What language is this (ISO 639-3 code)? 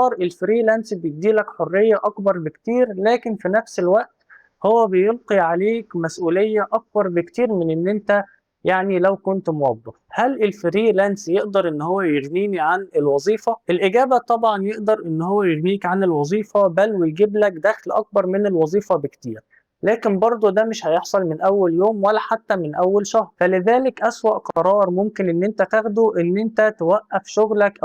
arz